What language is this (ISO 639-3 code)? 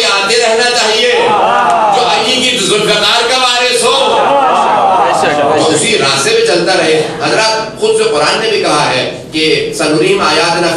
urd